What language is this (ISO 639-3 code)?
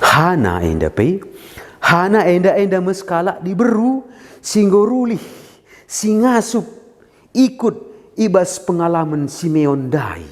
btx